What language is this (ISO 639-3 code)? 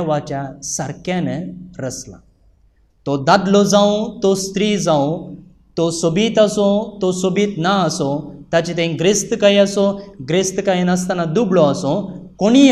kok